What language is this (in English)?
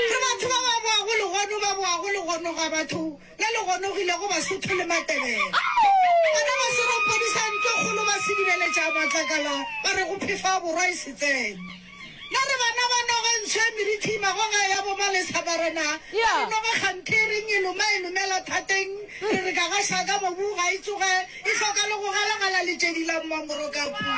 Northern Sotho